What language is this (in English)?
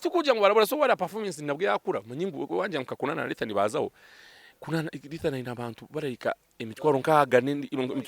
Nyankole